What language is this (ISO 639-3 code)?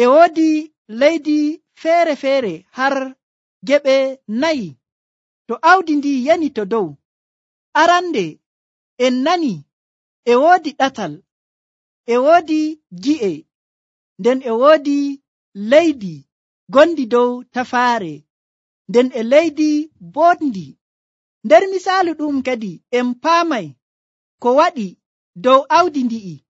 fuv